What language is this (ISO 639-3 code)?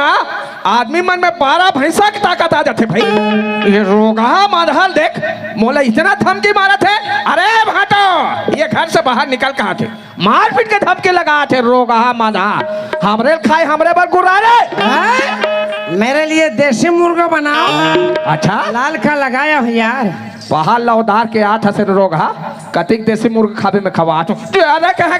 hne